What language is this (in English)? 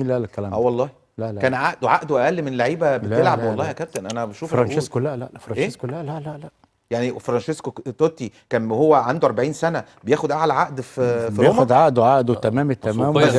Egyptian Arabic